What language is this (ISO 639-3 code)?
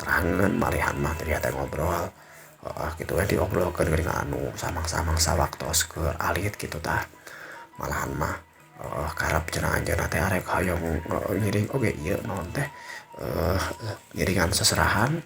sun